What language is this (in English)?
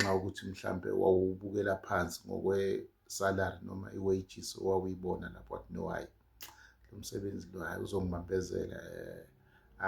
Zulu